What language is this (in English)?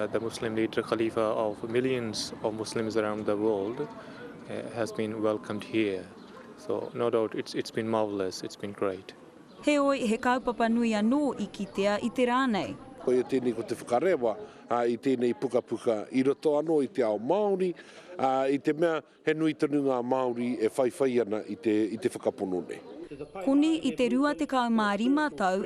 Māori